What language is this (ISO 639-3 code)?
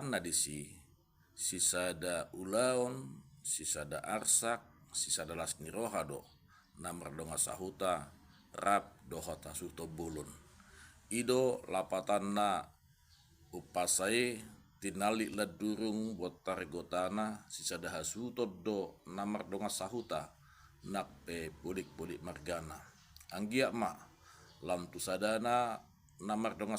bbc